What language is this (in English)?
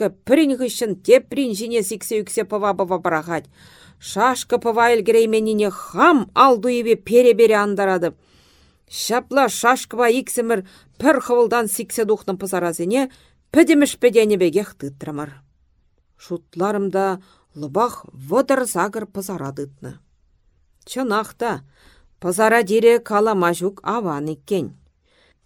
Chuvash